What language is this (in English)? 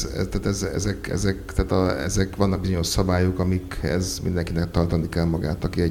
Hungarian